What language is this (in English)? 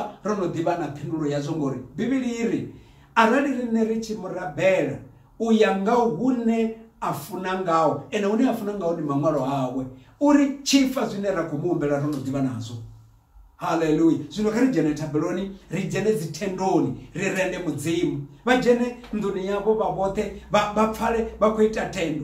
Venda